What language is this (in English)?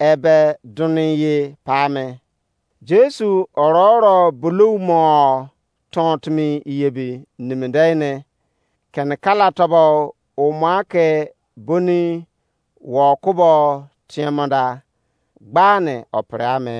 Izon